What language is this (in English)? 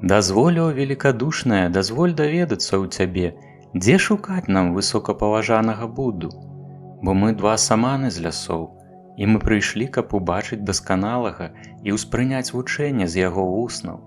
Belarusian